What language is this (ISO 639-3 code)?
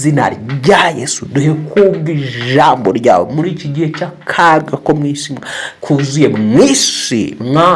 kin